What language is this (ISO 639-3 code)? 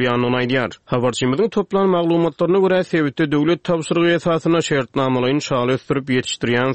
tuk